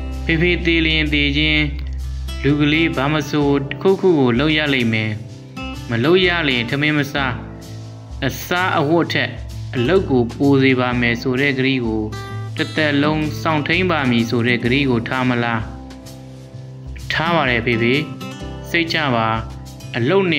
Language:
Burmese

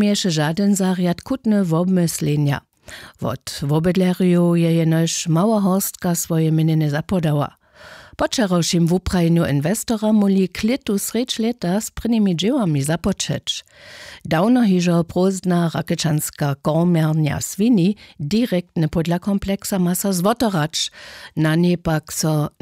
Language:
Upper Sorbian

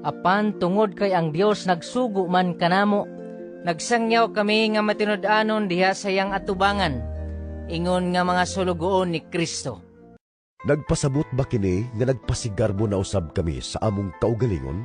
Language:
Cebuano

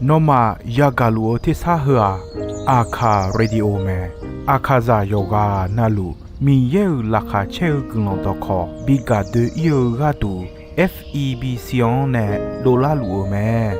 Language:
Akha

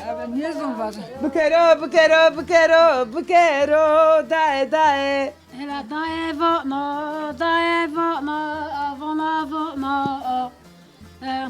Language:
Zaza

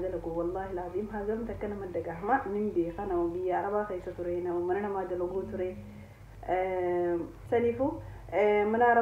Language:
Oromo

